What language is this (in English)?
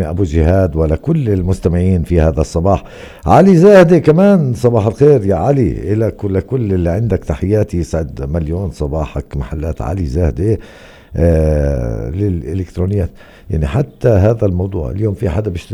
North Levantine Arabic